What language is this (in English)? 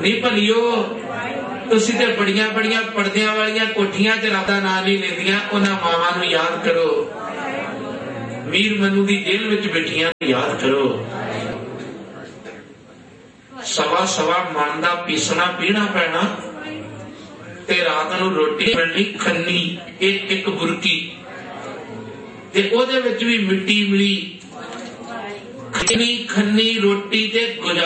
Punjabi